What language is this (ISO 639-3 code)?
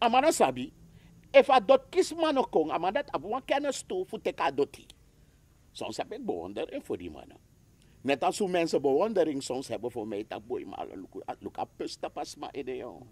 srn